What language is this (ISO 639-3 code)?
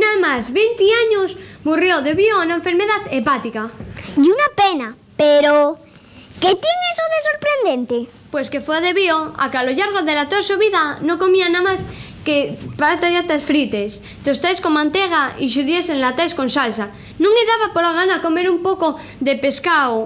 ast